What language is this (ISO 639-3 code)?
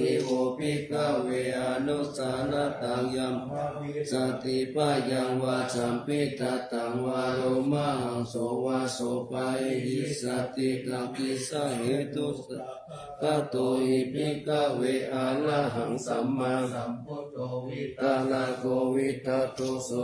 pli